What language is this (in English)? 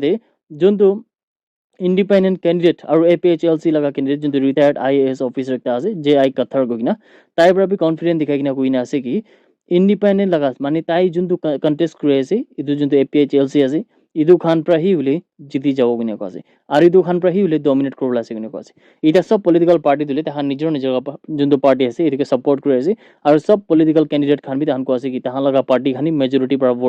Naga Pidgin